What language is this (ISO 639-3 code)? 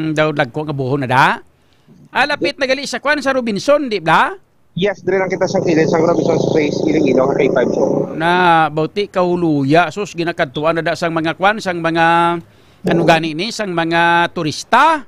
hil